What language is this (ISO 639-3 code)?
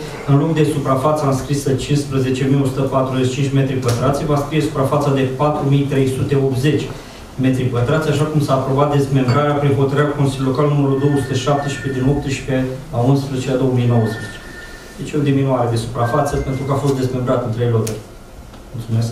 ron